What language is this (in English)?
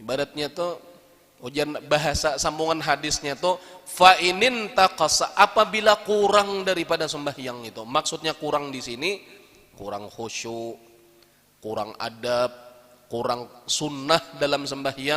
Banjar